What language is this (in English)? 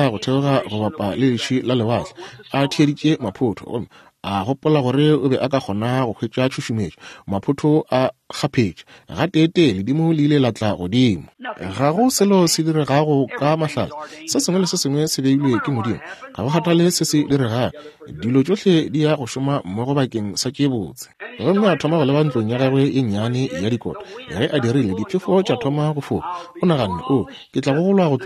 Northern Sotho